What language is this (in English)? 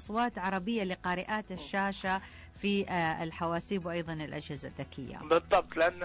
Najdi Arabic